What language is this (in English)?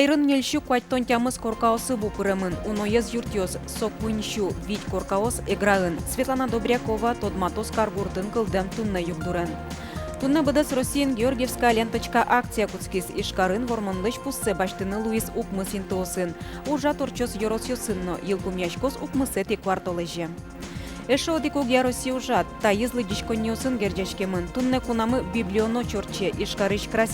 Udmurt